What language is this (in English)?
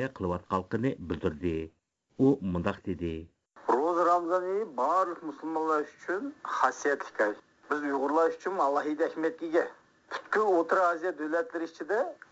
Uyghur